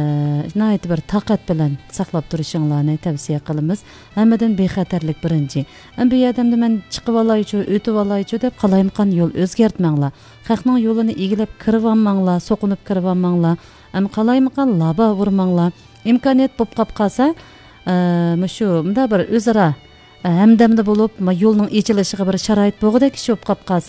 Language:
Uyghur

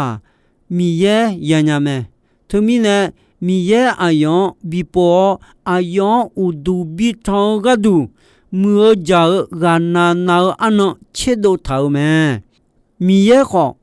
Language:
Akha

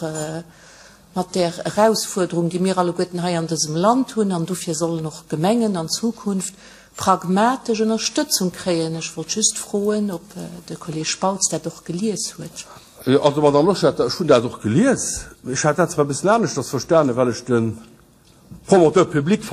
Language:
Luxembourgish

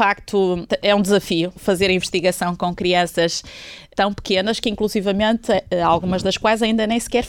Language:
Portuguese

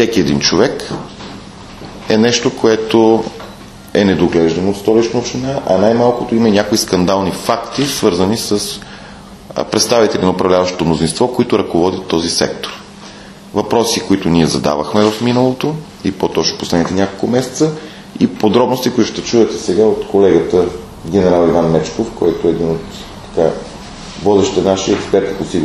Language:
Bulgarian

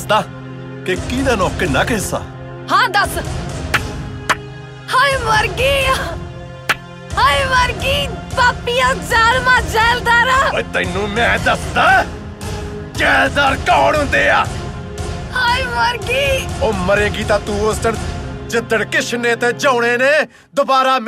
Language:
Punjabi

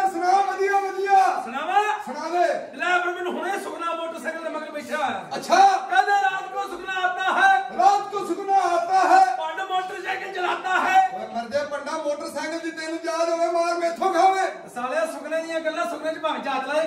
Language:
Punjabi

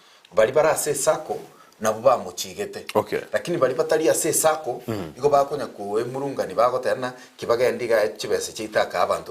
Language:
Gusii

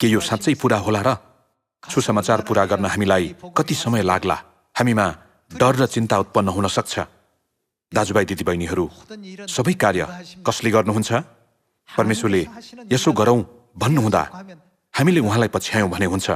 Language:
Nepali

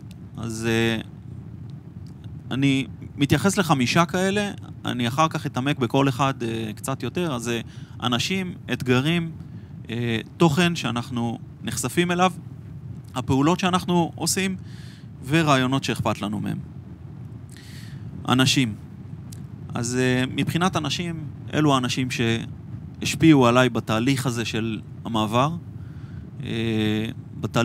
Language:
Hebrew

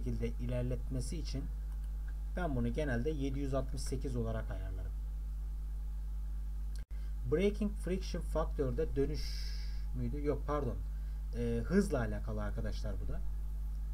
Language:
Turkish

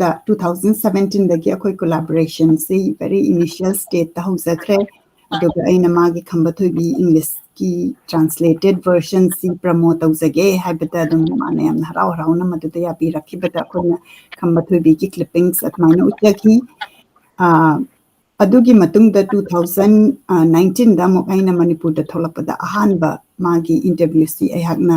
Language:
Manipuri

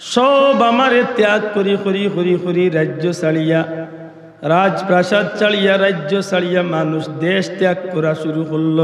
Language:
Sylheti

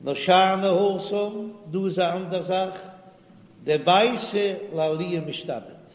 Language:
Yiddish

